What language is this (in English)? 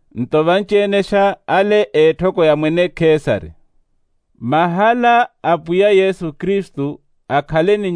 Makhuwa